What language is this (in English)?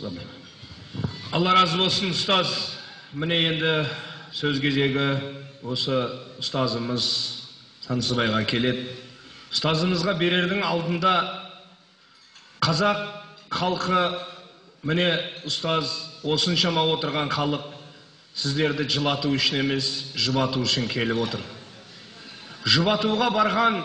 Kazakh